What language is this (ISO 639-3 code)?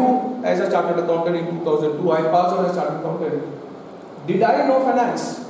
eng